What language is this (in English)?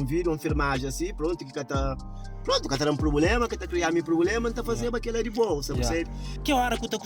Kabuverdianu